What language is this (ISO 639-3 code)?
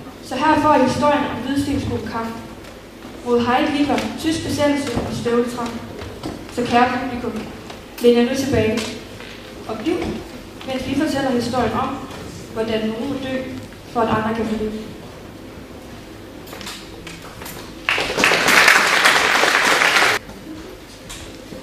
dan